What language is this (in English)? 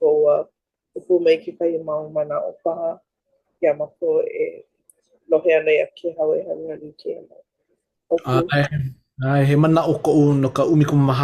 Hawaiian